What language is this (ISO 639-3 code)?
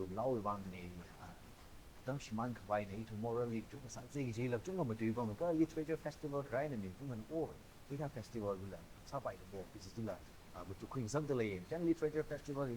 nmf